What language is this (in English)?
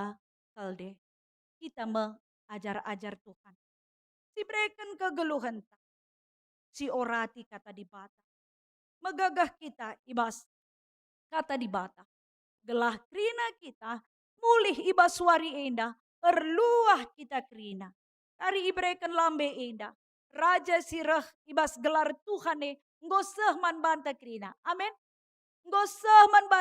Batak Karo